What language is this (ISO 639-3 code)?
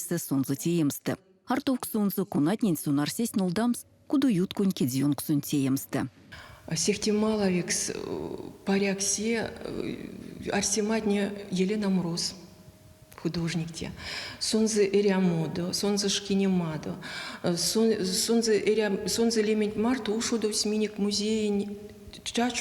myv